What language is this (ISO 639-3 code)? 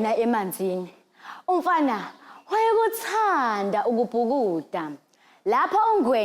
zul